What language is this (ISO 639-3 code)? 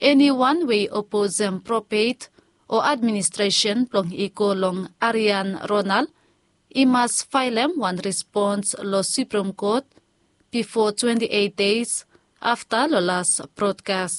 bis